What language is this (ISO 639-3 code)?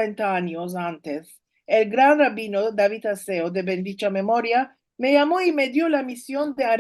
lad